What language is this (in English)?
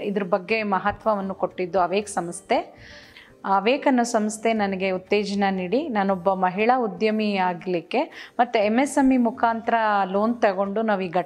Kannada